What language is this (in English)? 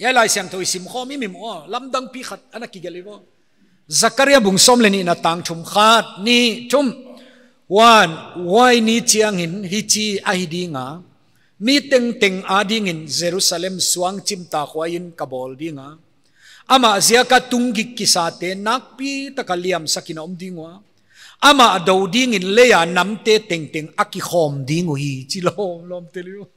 Paite Chin